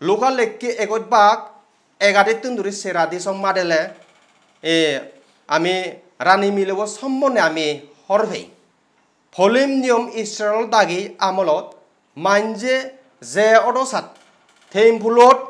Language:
Chakma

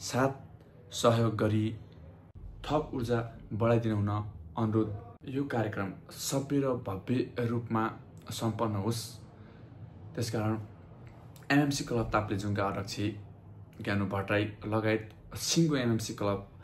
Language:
Nepali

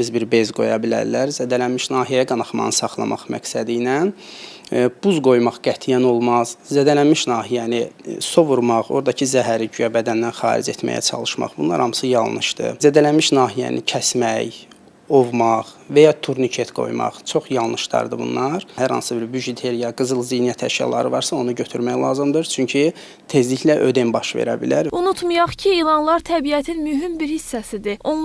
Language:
Azerbaijani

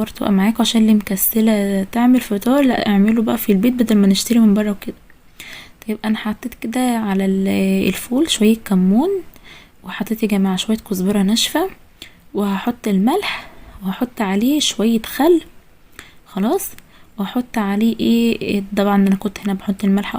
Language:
Egyptian Arabic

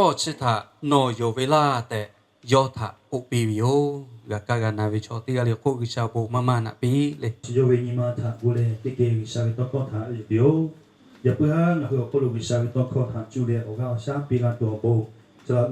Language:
Lahu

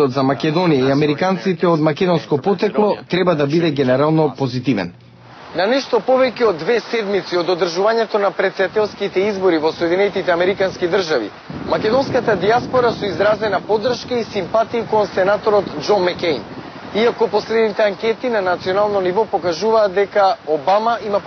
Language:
Macedonian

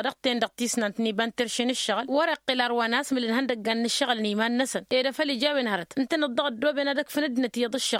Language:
Tamasheq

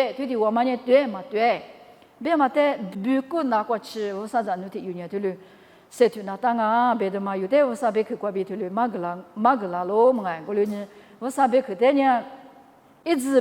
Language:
Lisu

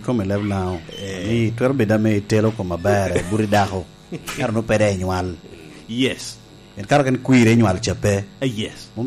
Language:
Lango (Uganda)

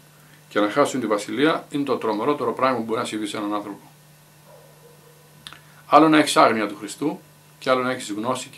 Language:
Greek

